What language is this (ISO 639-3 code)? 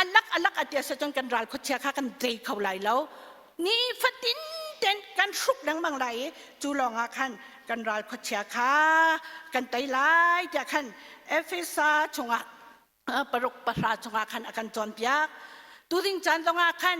cnh